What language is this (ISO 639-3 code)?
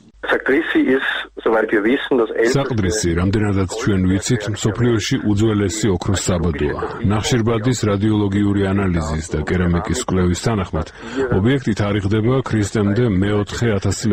kat